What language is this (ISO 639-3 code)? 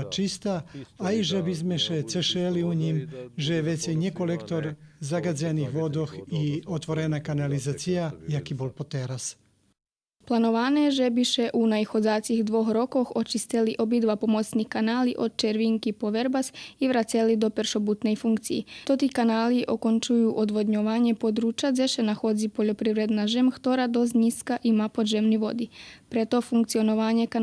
rue